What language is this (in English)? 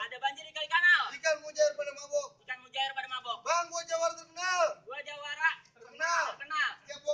Betawi